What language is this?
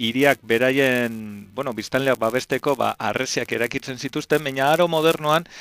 Basque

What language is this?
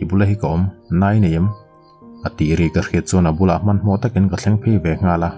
Mizo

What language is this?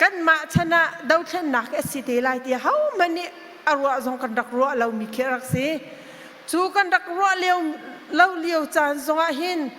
Hakha Chin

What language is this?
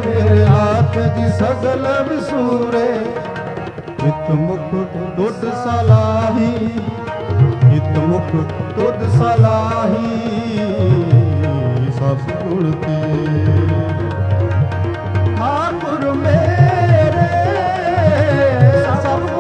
Punjabi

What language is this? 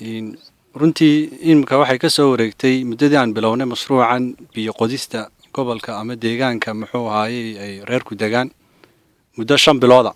Somali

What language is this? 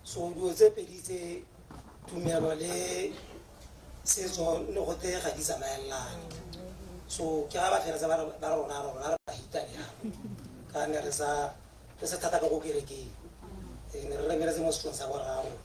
Tswana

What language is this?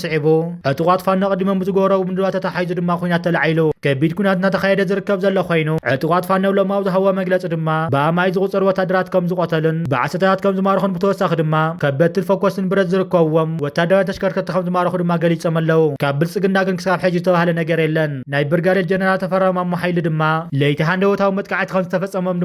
Tigrinya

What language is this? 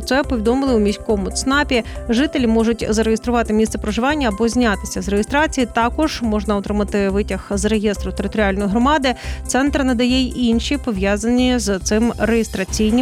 Ukrainian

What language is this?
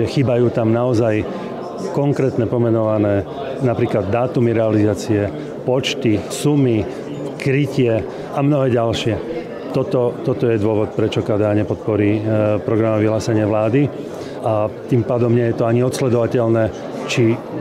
Slovak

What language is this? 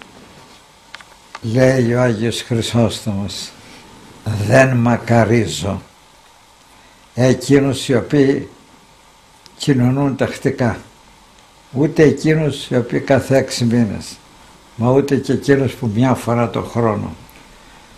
Greek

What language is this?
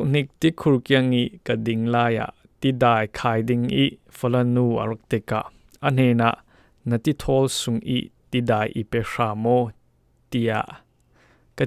Falam Chin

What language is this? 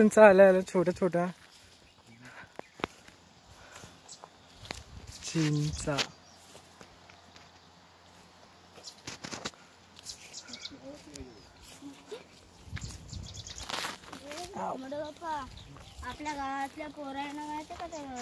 Marathi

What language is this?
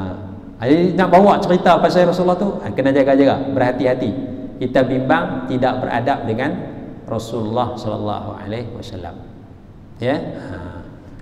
Malay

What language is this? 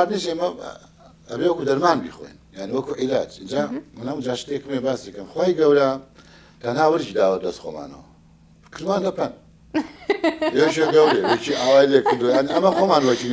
Central Kurdish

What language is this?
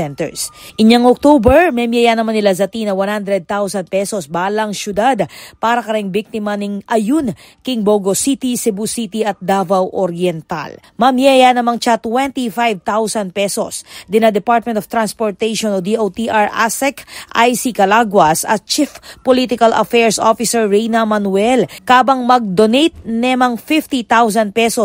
Pampanga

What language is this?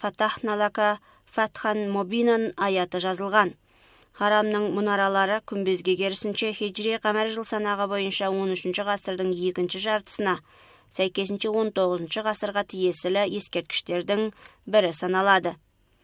Kazakh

